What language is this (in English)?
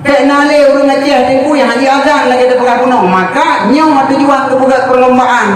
Achinese